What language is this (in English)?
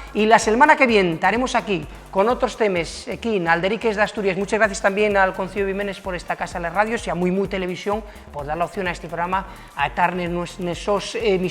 Asturian